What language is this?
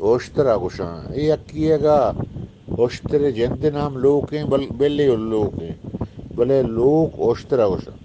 Eastern Balochi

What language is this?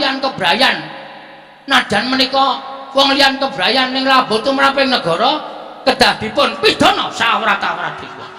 Javanese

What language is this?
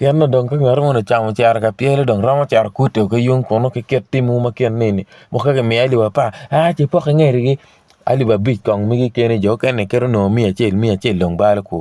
Acoli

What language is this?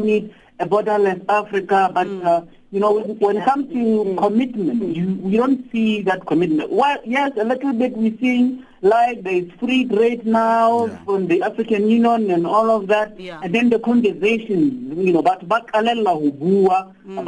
English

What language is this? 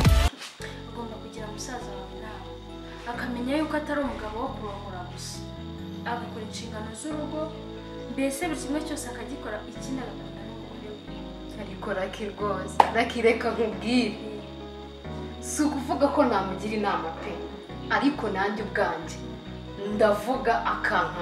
Kinyarwanda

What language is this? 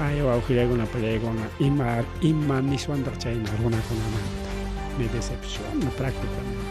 Ayacucho Quechua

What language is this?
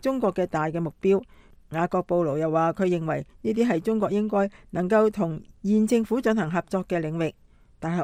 Cantonese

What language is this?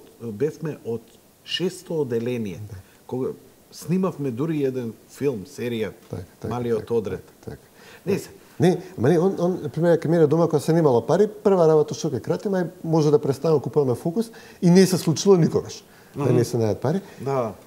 Macedonian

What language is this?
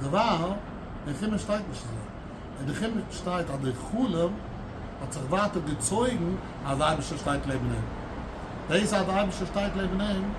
Yiddish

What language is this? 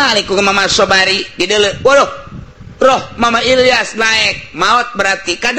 Sundanese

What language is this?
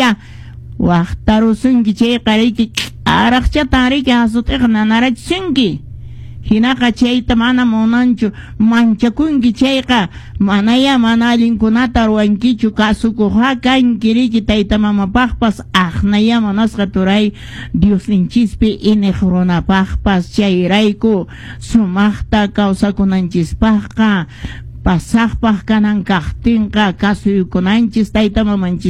Quechua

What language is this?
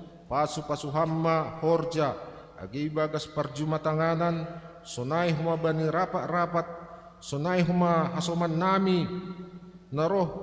Batak Simalungun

